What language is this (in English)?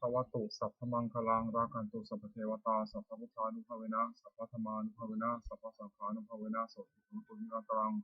Pali